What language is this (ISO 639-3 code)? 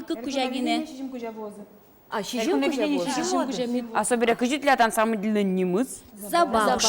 udm